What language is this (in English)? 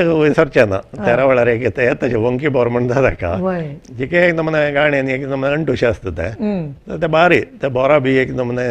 Konkani